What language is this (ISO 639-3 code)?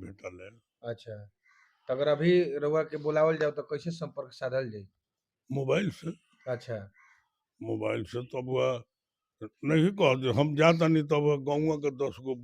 bho